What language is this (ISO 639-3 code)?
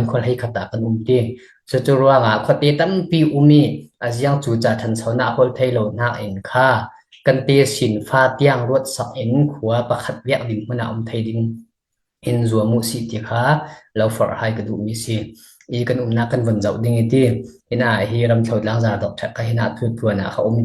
cfm